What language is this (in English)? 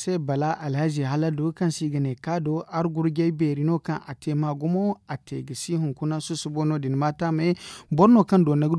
Zarma